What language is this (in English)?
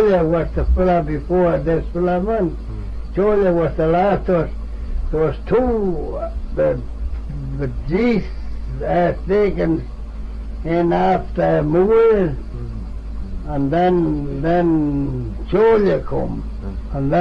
Manx